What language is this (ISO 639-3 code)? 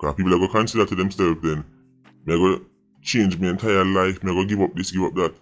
jam